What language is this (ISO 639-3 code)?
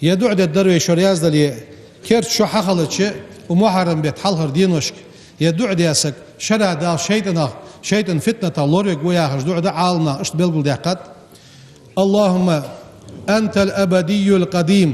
inh